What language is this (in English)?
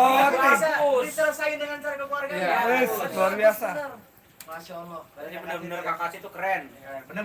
Betawi